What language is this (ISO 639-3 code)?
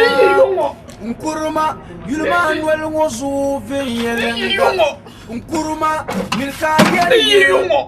dag